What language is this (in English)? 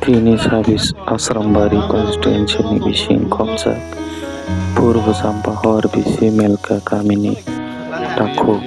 Kok Borok